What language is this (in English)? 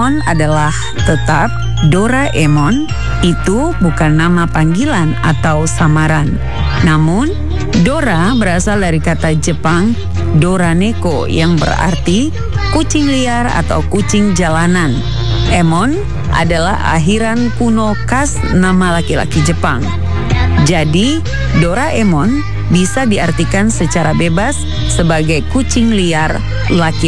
Indonesian